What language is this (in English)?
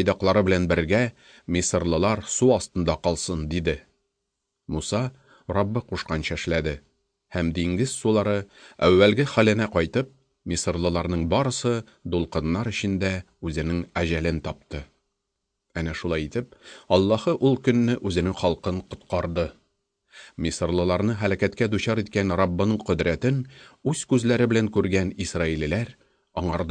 Tatar